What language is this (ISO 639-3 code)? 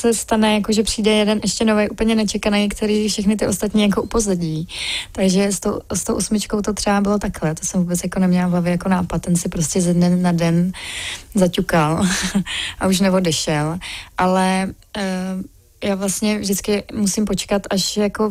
ces